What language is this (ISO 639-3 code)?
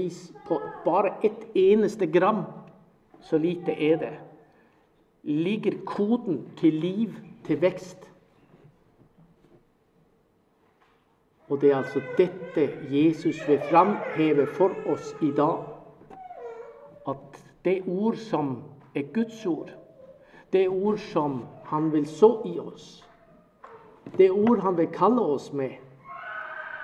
nor